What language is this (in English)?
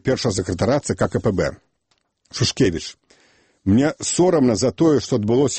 Belarusian